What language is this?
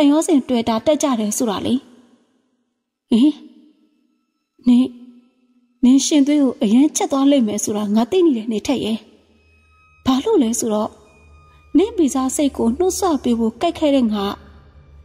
Burmese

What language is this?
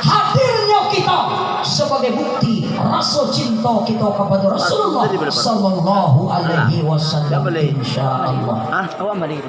Minangkabau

